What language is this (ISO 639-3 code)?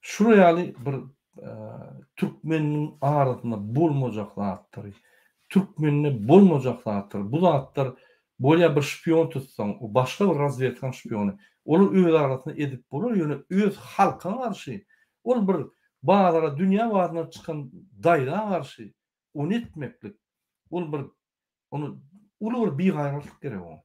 tuk